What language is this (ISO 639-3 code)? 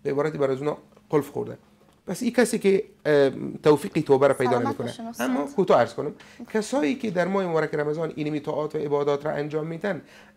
fas